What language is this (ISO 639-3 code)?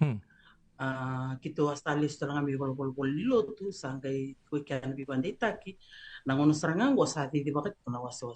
fij